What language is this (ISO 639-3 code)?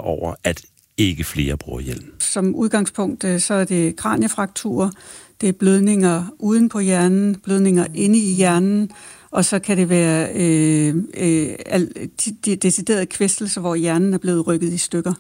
dan